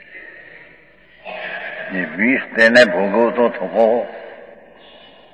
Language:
Gujarati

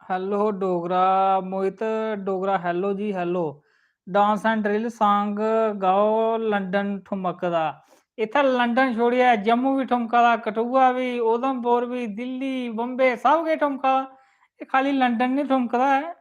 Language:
Dogri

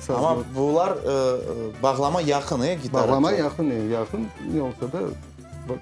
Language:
Crimean Tatar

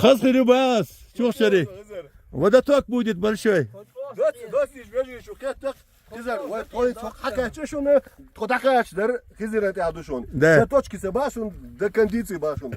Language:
Chechen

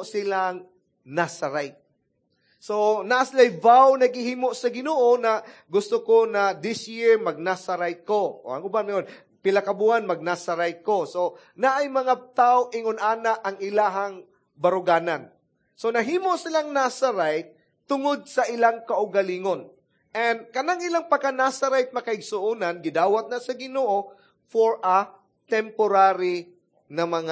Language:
Cebuano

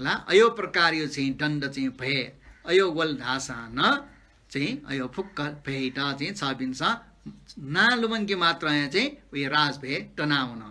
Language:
Newari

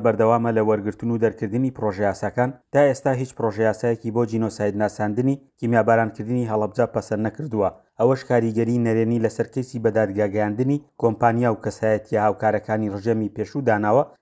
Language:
Central Kurdish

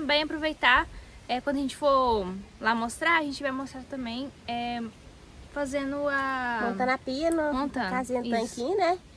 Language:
Portuguese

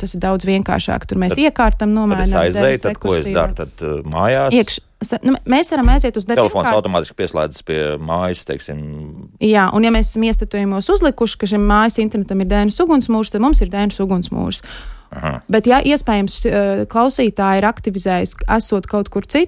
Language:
Latvian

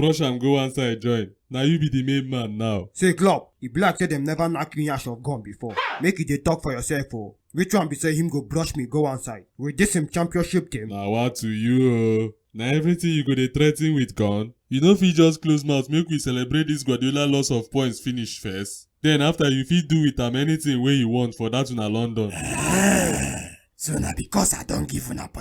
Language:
Nigerian Pidgin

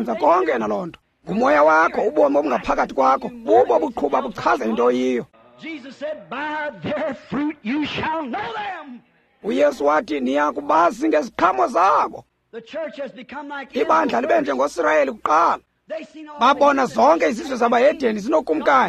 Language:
Xhosa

